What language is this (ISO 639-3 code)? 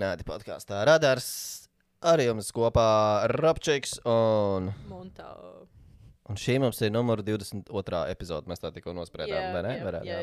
lav